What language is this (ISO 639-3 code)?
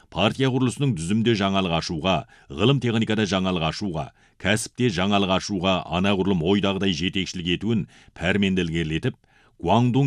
kaz